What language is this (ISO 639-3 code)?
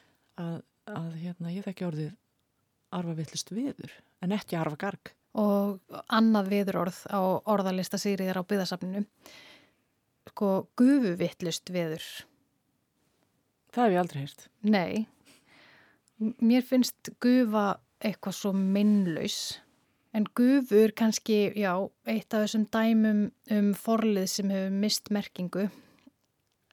isl